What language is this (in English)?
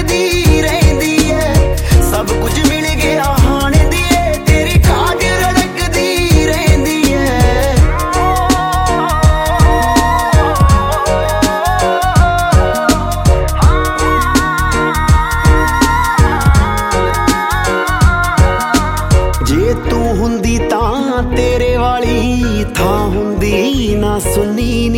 Punjabi